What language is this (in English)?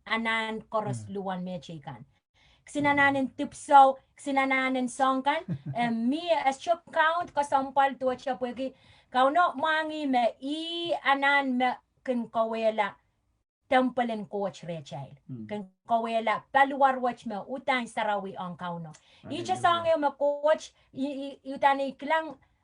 Pohnpeian